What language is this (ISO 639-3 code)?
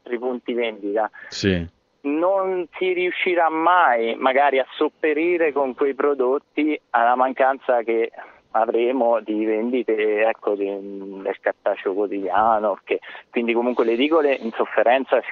ita